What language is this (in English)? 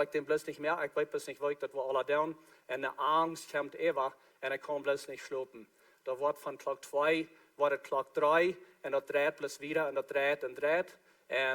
Plautdietsch